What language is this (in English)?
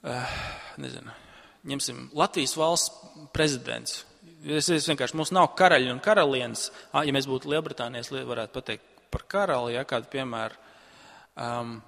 Latvian